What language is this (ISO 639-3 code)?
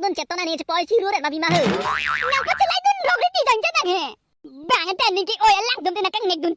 mjw